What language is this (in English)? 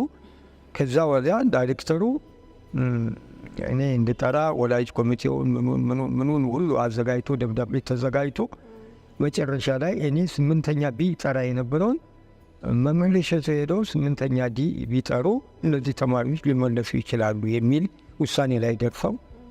Amharic